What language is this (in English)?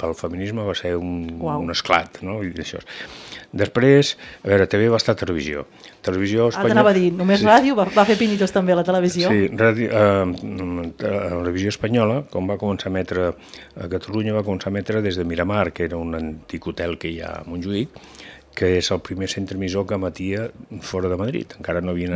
Catalan